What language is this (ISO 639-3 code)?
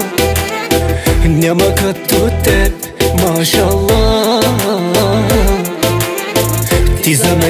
bul